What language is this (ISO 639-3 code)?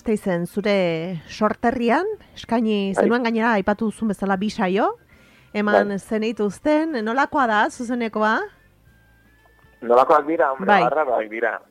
eus